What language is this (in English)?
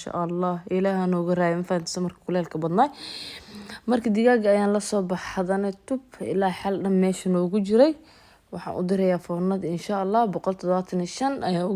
Somali